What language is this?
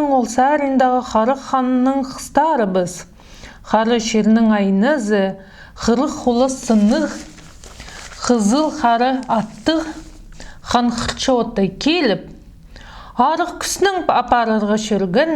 Khakas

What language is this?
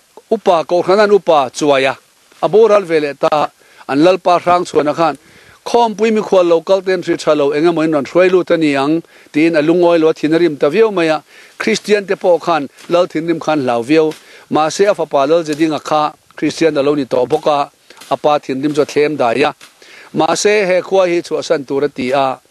Mizo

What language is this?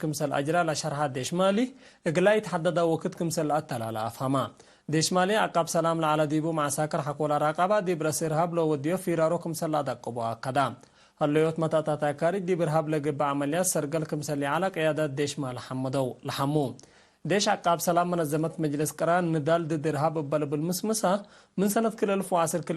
Tigre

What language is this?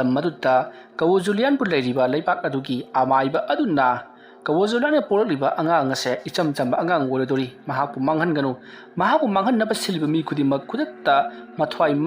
Manipuri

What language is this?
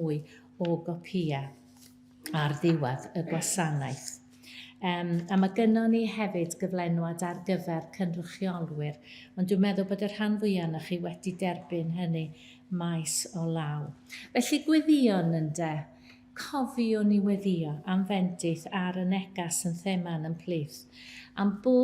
Welsh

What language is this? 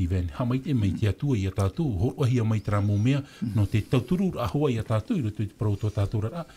Tahitian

